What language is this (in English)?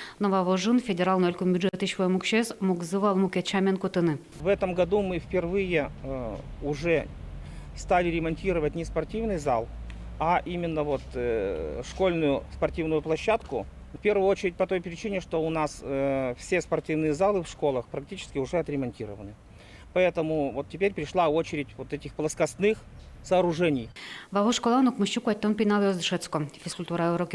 Udmurt